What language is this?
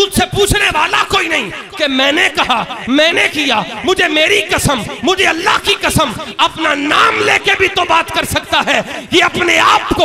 Urdu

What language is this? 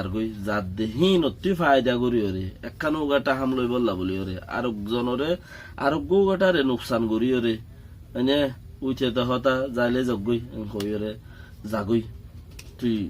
Rohingya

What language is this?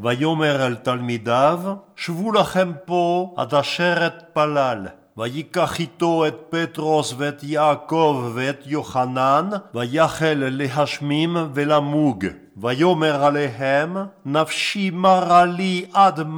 Hebrew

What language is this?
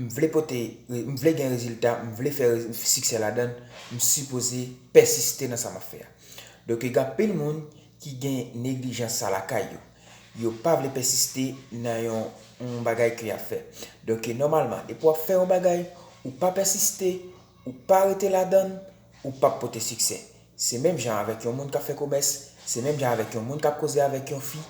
Haitian Creole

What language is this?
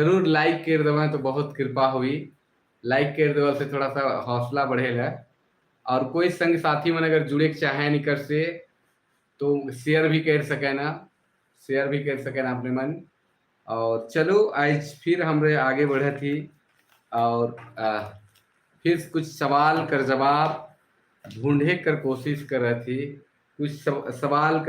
Sadri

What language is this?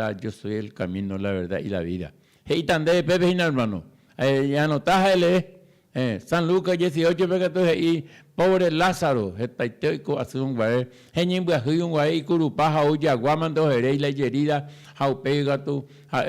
Guarani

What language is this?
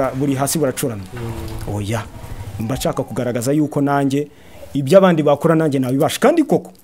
Kinyarwanda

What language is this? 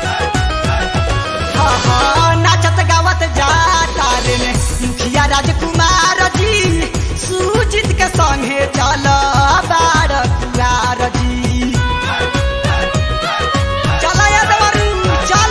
Bhojpuri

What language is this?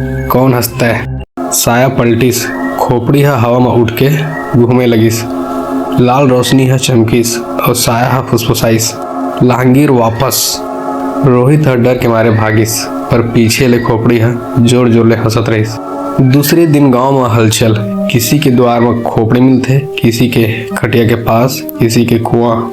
Chhattisgarhi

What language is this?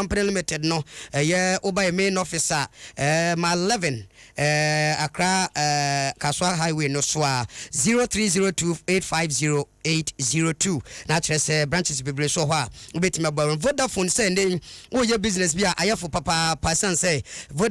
Akan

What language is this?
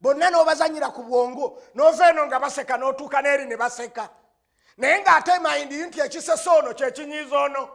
Ganda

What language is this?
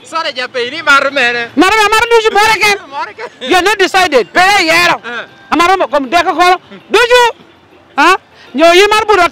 Lango (Uganda)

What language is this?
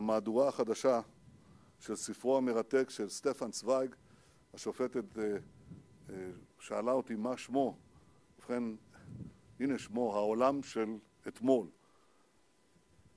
Hebrew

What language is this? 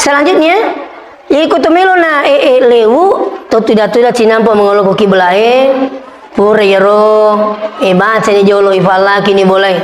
Buginese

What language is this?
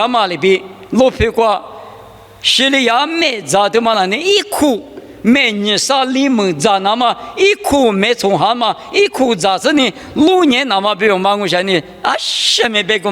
Lisu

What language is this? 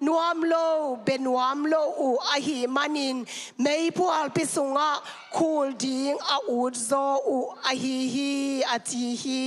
Tedim Chin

